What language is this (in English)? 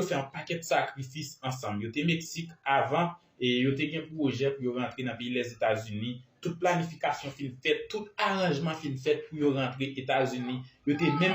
Haitian Creole